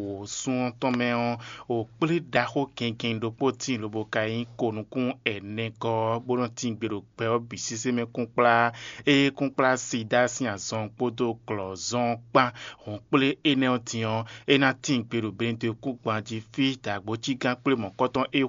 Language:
Fon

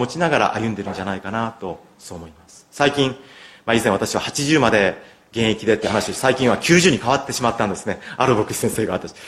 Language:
Japanese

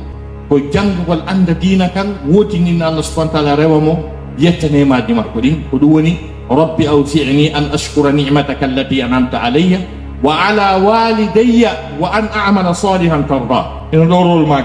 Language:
Fula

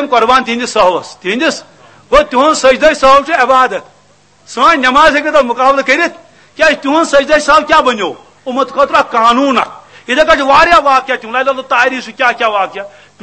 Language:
Kashmiri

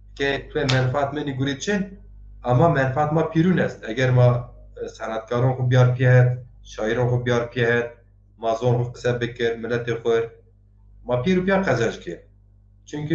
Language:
Zaza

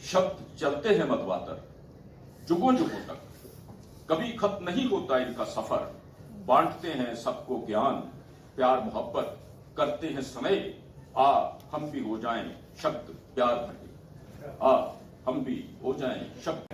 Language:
Dogri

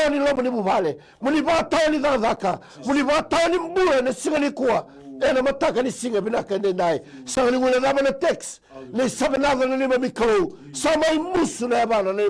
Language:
Fijian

